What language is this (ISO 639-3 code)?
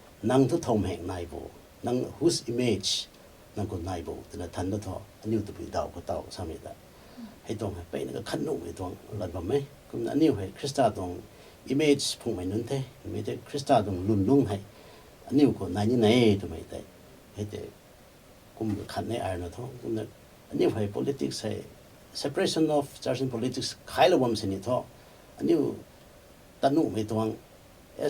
nbu